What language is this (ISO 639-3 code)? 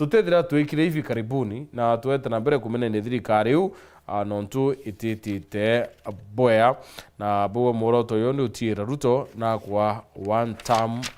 mer